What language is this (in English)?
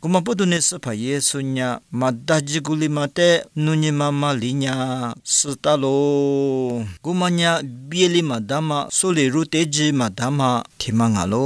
Lisu